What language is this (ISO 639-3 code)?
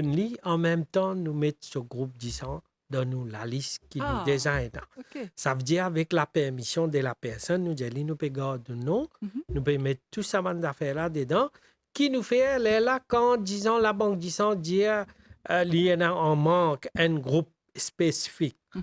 mfe